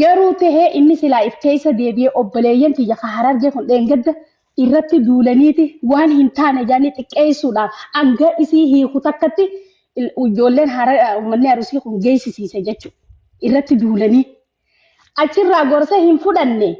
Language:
Oromo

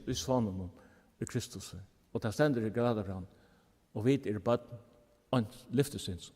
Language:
Faroese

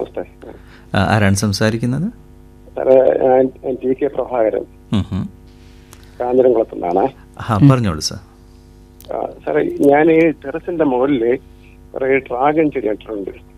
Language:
Malayalam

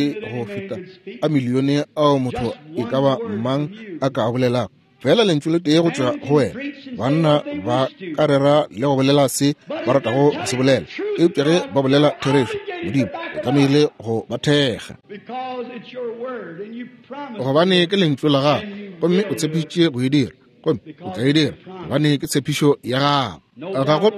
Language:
Northern Sotho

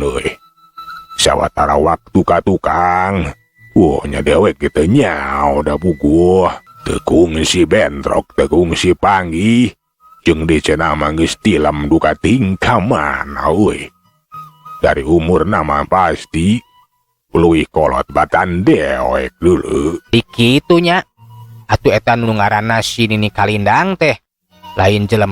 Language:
Sundanese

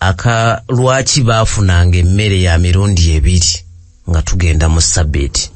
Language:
Ganda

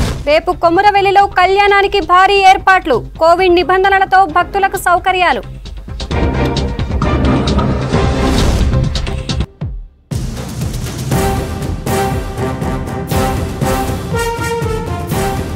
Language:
Telugu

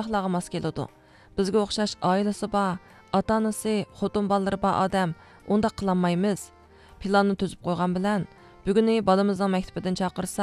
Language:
Uyghur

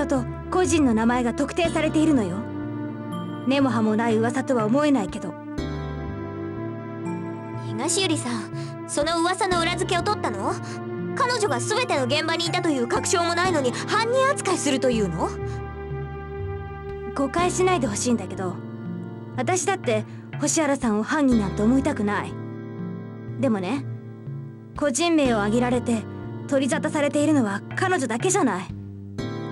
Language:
Japanese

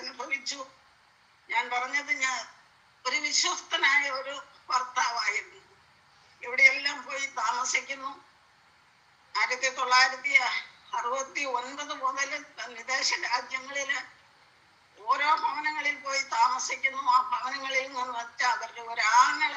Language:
Malayalam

